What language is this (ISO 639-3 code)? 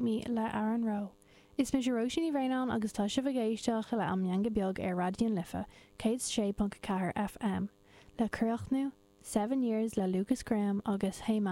gle